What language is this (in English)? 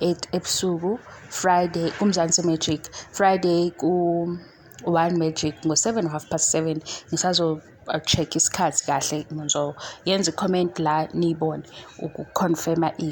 Zulu